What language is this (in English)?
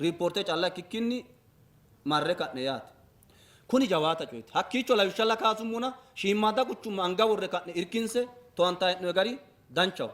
Sidamo